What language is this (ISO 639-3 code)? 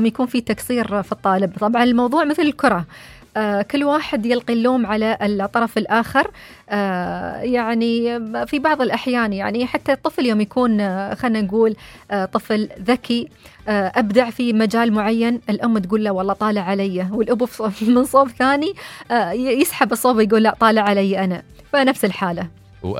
afb